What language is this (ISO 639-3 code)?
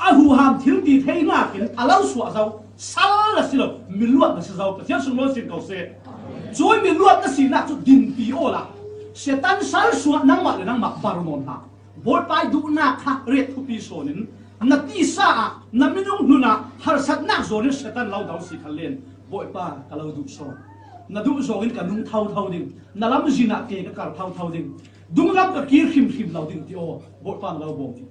cfm